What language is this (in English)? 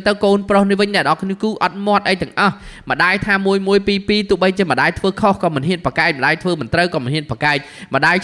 Khmer